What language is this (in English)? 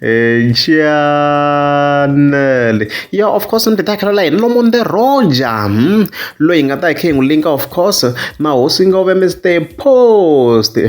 Tsonga